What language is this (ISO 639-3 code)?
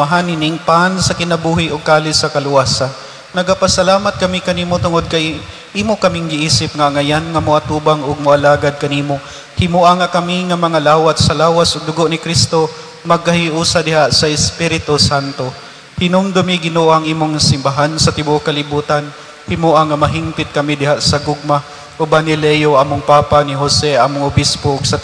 ceb